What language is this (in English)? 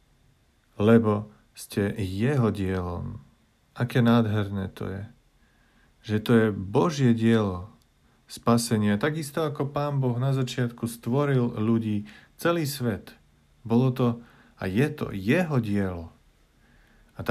Slovak